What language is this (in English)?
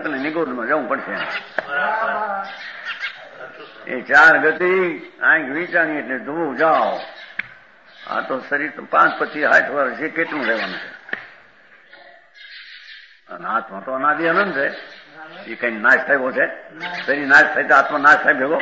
Gujarati